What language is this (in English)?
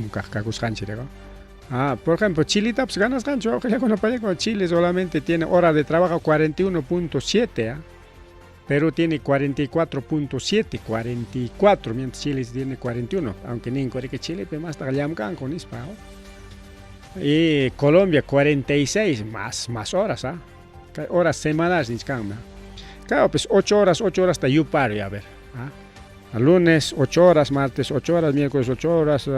Ayacucho Quechua